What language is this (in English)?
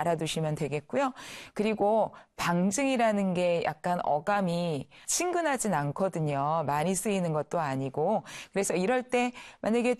Korean